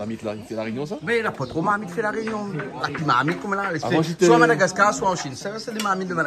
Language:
French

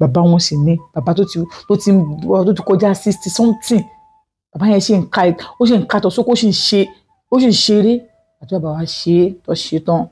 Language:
Yoruba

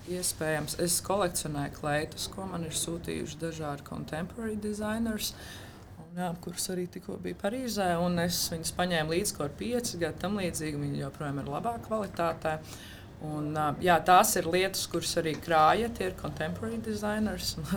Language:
Latvian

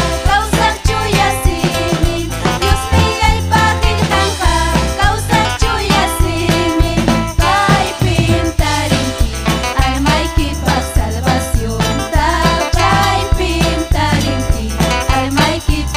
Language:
Ayacucho Quechua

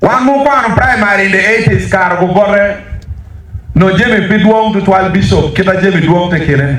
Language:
Acoli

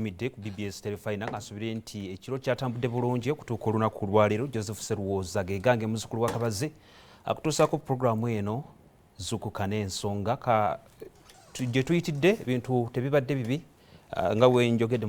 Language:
Ganda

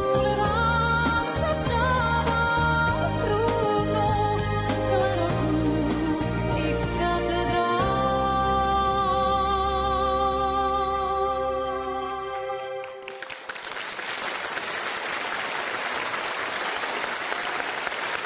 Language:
Czech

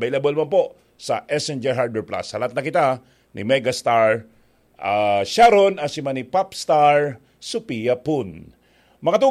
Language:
Bikol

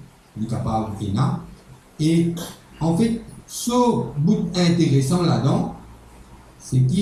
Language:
Morisyen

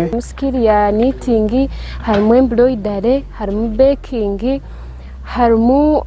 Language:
Nyankole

